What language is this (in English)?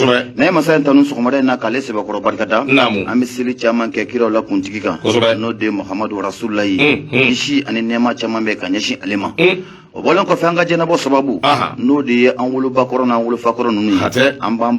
Bambara